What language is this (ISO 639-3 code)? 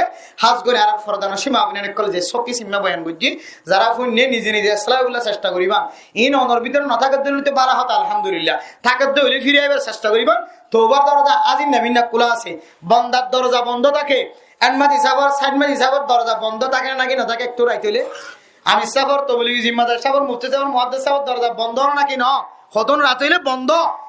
rhg